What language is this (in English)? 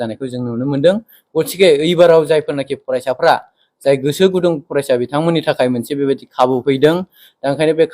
Bodo